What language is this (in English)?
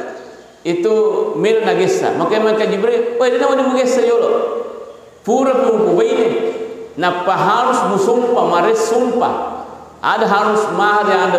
Buginese